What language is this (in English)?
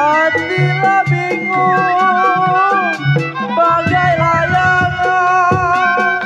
Betawi